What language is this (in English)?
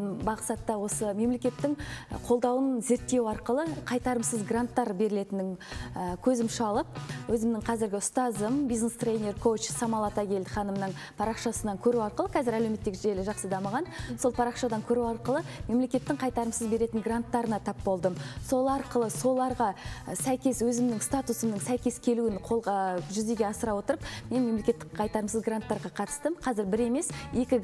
Kazakh